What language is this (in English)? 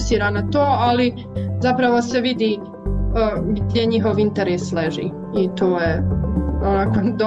Croatian